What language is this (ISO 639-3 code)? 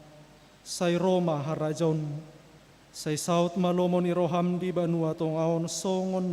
bbc